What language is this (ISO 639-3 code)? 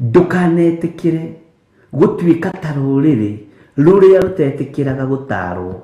kik